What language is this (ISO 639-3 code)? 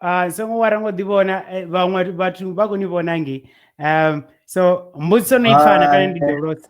ven